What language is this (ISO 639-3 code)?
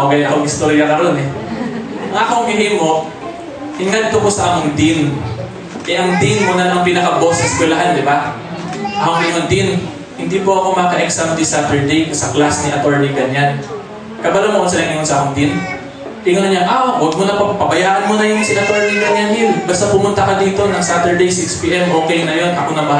ceb